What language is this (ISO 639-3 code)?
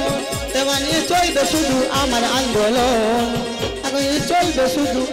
ben